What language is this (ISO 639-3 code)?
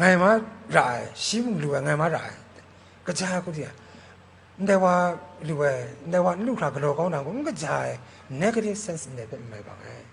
kac